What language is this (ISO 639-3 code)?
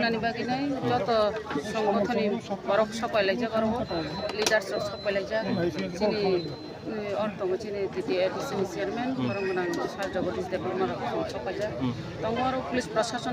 trp